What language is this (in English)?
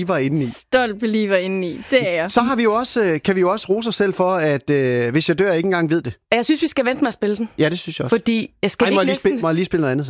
Danish